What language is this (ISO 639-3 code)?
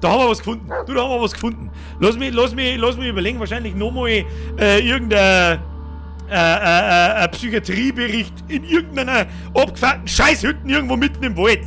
bar